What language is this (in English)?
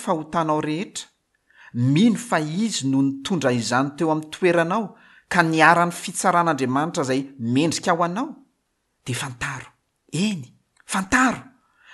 Malagasy